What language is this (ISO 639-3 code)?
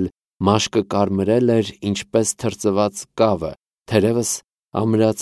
hye